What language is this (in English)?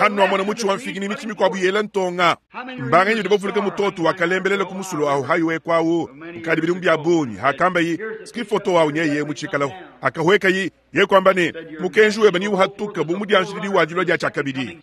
Luba-Lulua